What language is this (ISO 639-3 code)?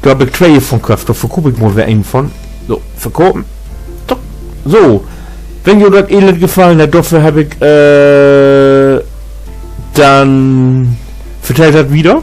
nds